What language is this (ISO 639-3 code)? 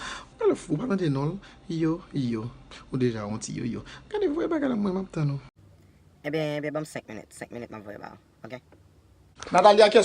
hat